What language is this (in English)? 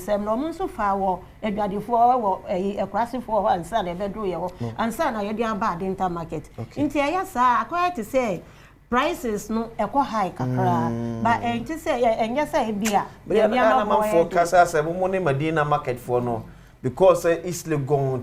Akan